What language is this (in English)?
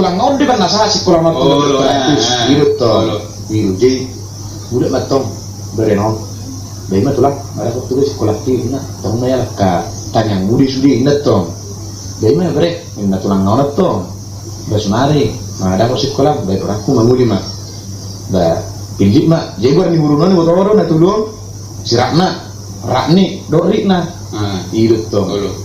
Batak Toba